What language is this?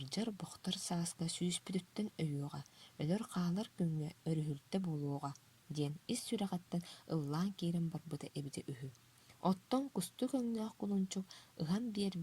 Yakut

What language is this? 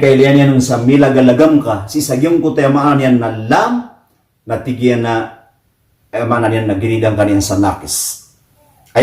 Maranao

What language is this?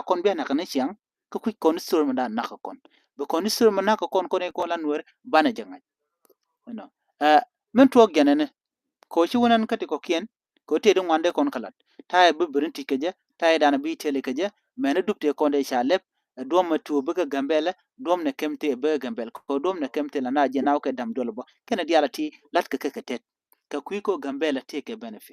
Nuer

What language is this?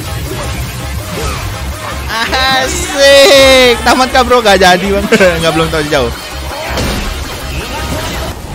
Indonesian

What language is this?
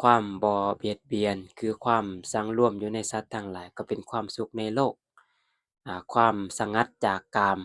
Lao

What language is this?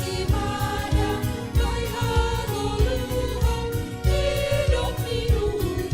Batak Simalungun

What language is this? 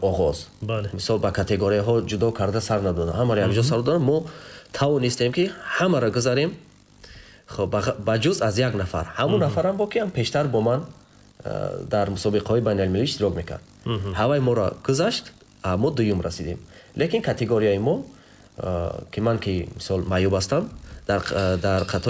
Tajik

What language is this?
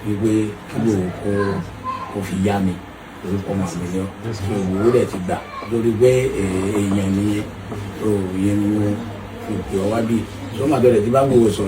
Yoruba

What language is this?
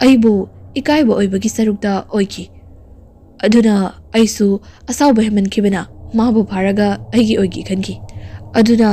Manipuri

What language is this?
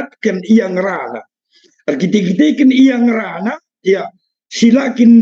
Batak Karo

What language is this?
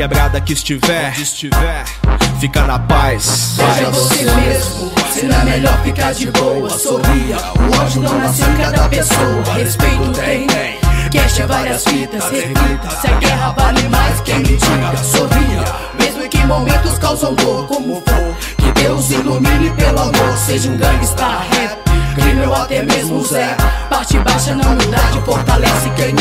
Portuguese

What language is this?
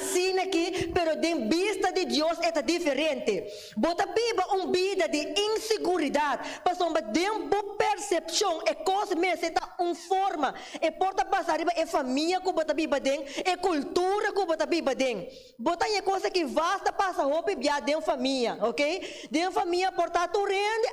Papiamento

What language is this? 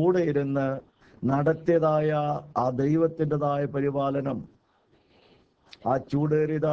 Malayalam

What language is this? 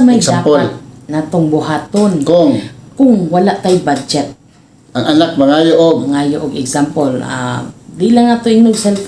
Cebuano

